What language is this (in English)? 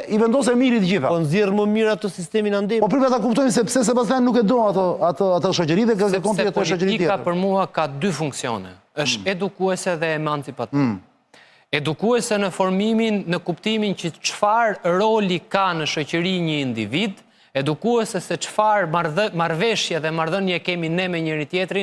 Albanian